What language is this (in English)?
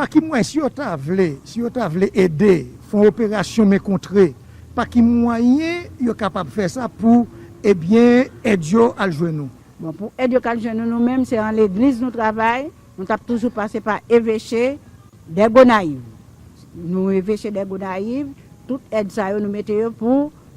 Haitian Creole